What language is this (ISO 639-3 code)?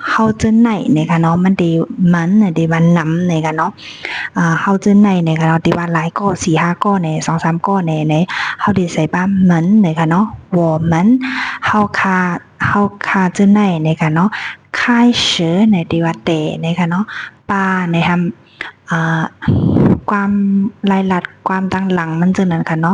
shn